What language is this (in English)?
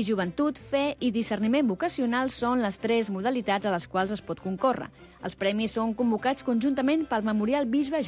Catalan